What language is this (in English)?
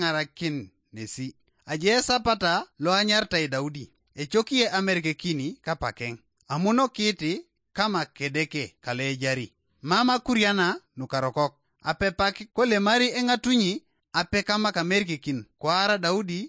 Teso